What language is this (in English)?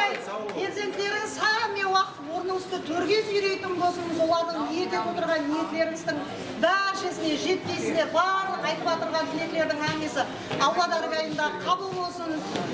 Kara-Kalpak